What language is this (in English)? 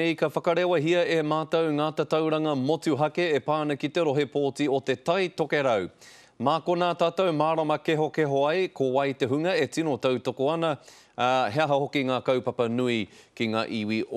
Māori